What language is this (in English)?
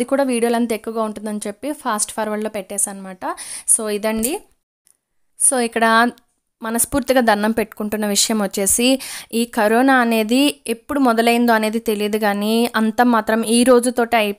Telugu